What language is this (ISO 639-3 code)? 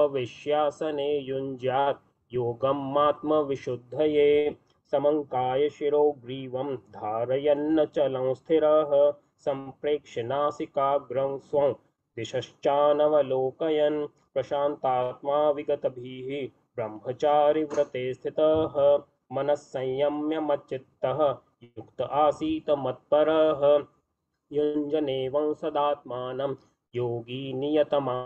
san